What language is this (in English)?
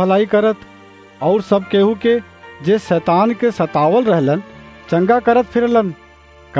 Bhojpuri